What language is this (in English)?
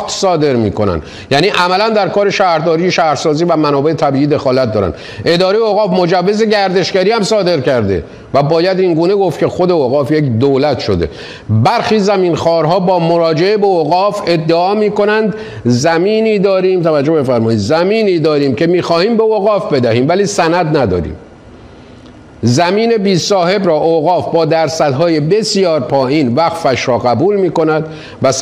Persian